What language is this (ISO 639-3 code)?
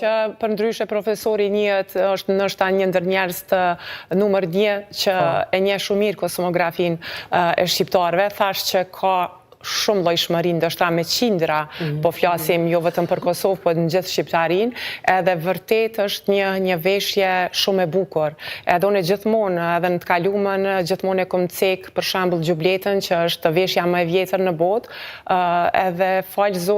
sqi